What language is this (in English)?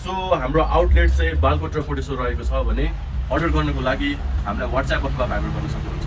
Nepali